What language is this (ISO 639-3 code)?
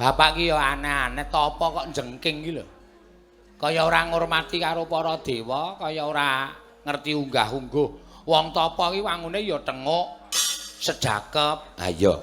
jav